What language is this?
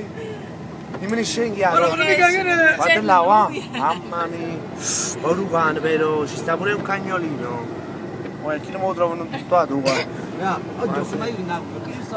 Neapolitan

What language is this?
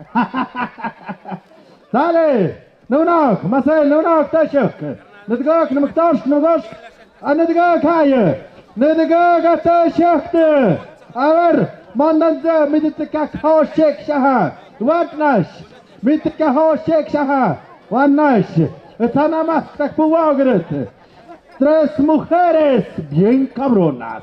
Tlahuitoltepec Mixe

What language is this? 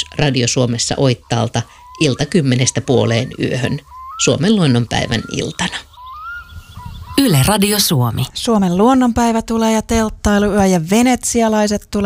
Finnish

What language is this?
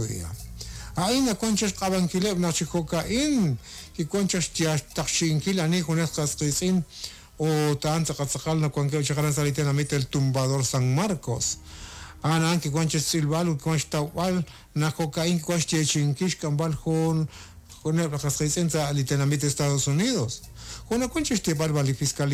Kekchí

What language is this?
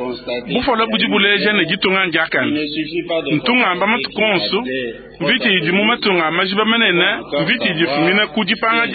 Luba-Lulua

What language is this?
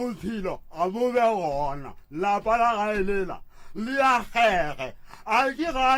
Northern Sotho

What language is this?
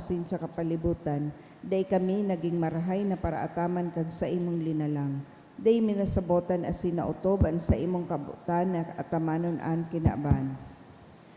Bikol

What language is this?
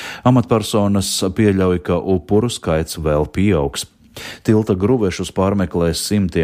Latvian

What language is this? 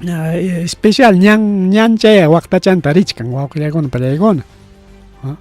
Ayacucho Quechua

